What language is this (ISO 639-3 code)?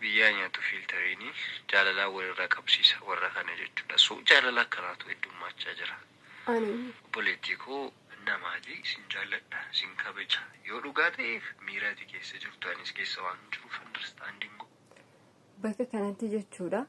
orm